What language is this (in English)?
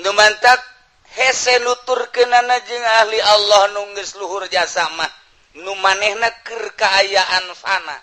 Sundanese